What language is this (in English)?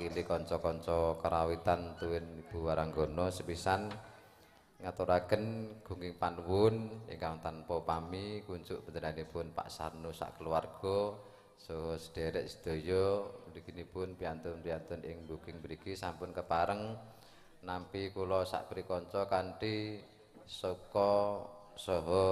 Javanese